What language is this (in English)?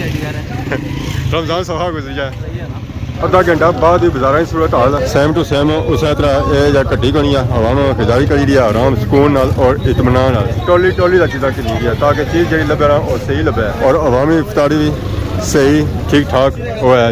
Pahari-Potwari